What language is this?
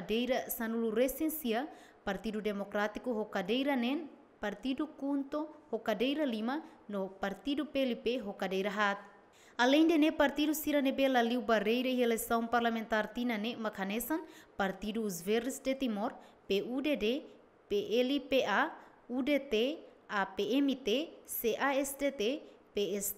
Tetum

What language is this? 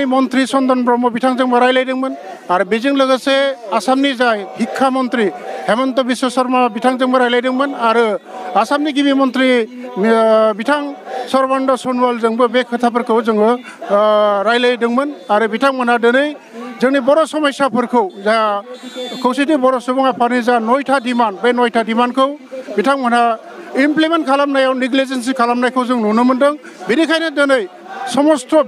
Bodo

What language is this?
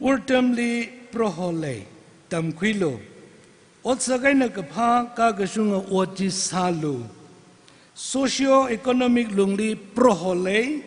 Tangkhul Naga (India)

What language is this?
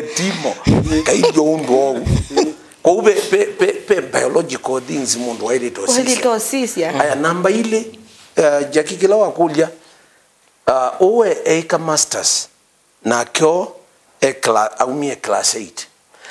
Kamba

